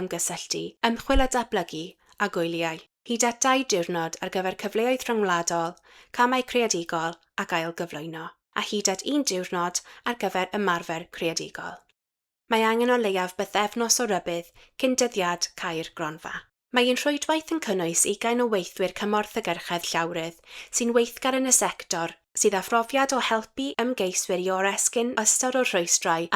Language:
Welsh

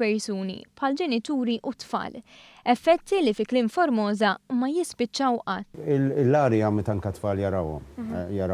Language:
Maltese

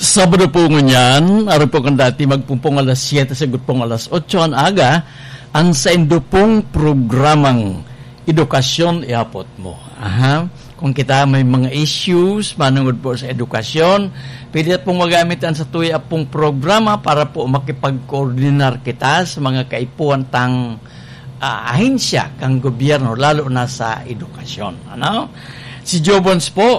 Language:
Bikol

